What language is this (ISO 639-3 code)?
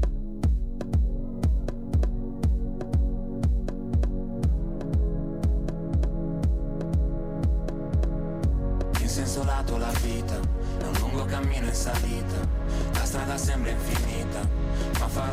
ita